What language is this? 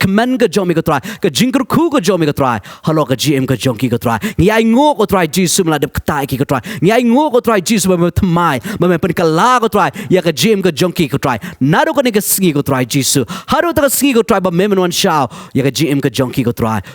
Khasi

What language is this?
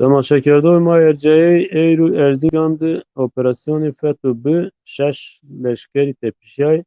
Zaza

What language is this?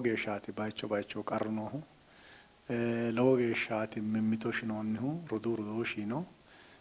Sidamo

